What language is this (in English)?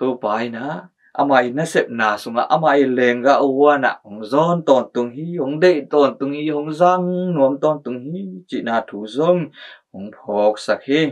Tedim Chin